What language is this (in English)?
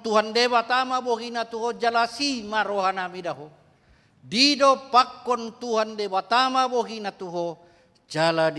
Batak Toba